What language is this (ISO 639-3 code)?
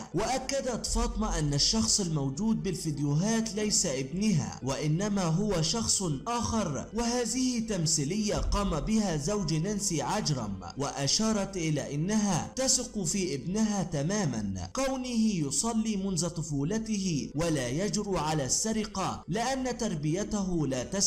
ara